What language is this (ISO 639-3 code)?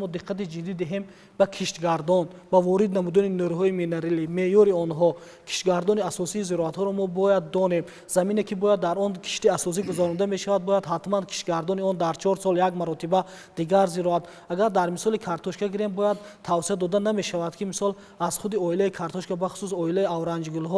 tgk